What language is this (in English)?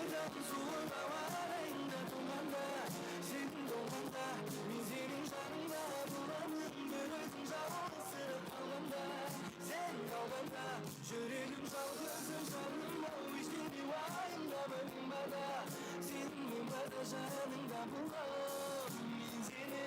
Kara-Kalpak